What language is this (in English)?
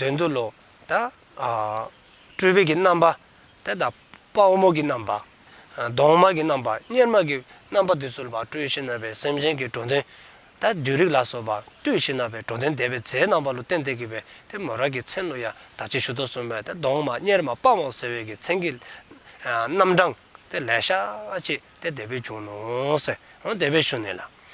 Dzongkha